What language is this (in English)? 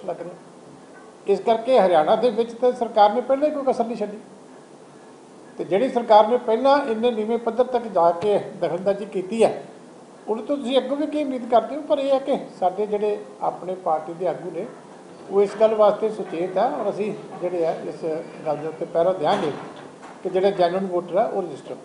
Punjabi